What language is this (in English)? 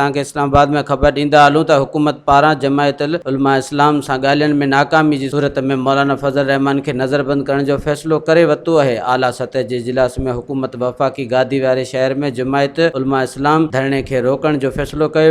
Sindhi